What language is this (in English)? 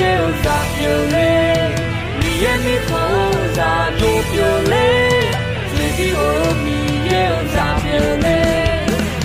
Akha